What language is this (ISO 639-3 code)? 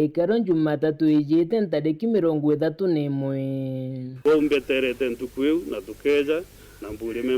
mer